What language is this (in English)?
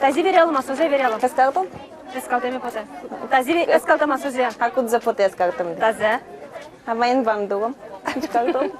Udmurt